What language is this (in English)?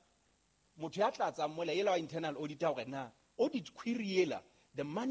Southern Sotho